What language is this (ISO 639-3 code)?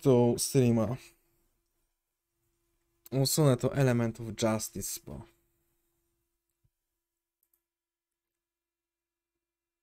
pol